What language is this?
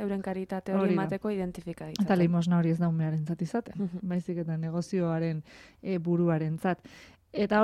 Basque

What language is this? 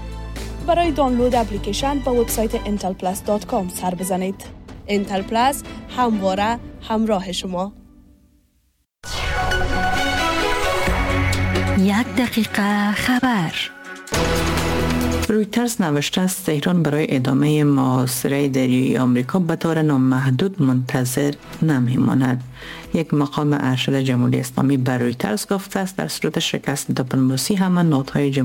Persian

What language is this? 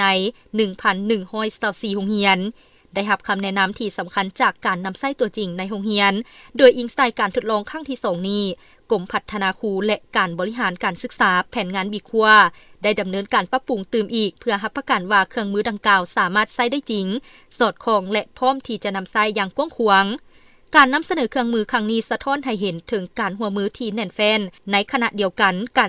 Lao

